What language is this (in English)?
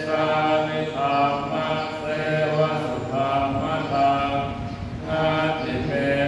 Pali